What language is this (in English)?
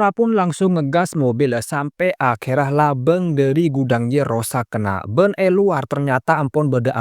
Madurese